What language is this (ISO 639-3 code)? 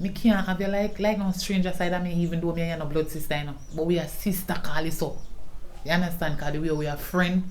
jam